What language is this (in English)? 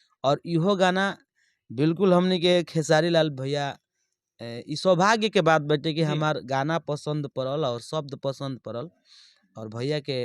Bhojpuri